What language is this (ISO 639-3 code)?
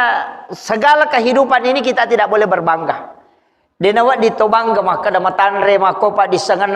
bug